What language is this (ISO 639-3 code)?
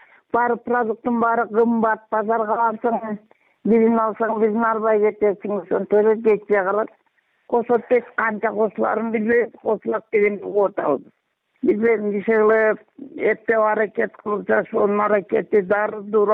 kir